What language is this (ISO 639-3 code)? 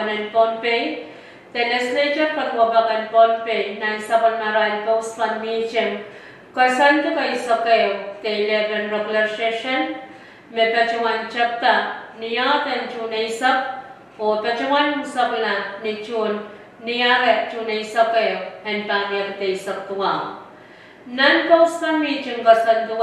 pon